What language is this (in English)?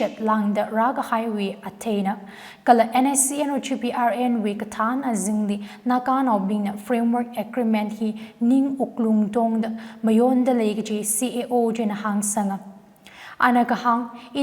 Tangkhul Naga (India)